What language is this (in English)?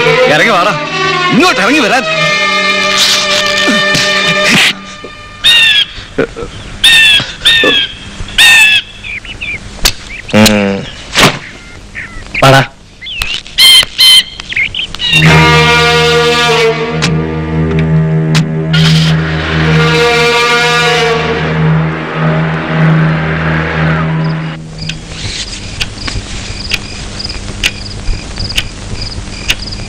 Malayalam